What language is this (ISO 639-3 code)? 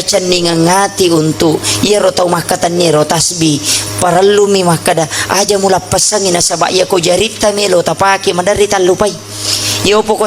bug